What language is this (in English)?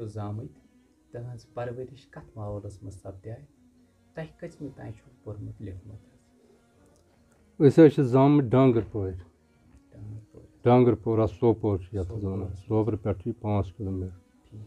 Kashmiri